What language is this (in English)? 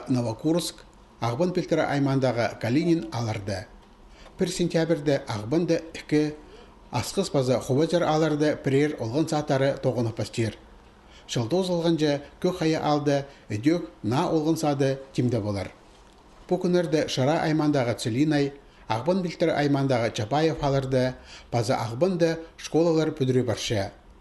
Khakas